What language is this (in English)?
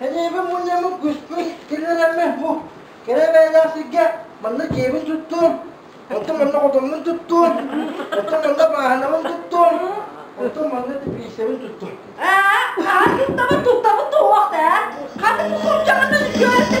Yakut